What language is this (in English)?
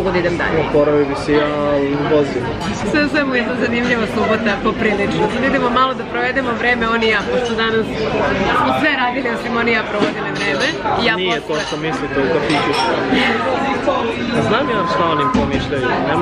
Serbian